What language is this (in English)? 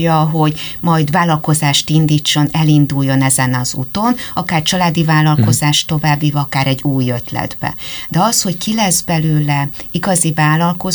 Hungarian